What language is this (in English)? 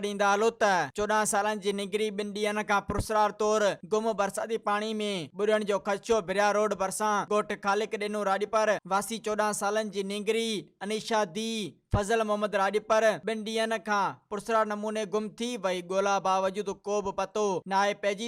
Sindhi